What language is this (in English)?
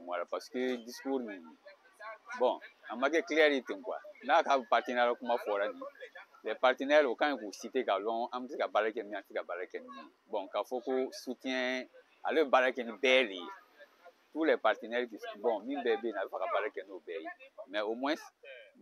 Bambara